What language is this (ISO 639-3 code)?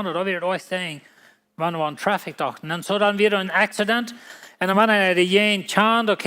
pdt